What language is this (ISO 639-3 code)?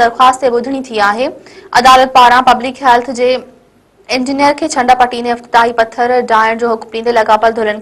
snd